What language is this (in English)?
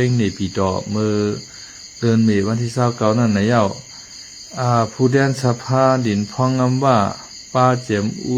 Shan